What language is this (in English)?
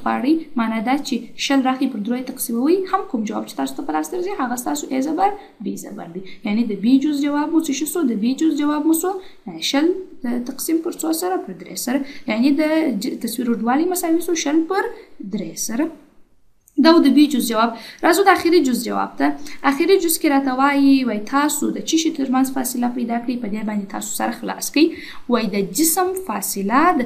Pashto